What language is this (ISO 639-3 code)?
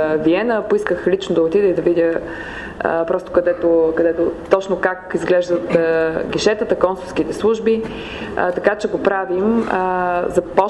bul